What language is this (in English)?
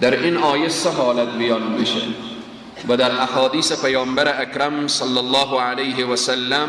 Persian